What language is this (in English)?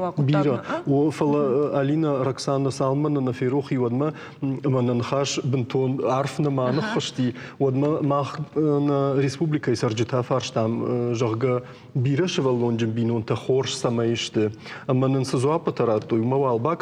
Ossetic